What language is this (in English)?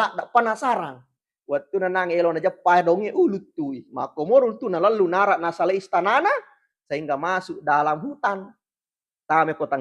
Buginese